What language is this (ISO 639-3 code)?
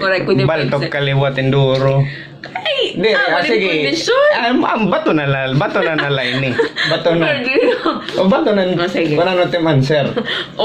war